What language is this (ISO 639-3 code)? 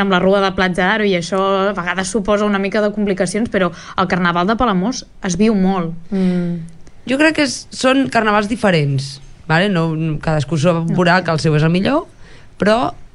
cat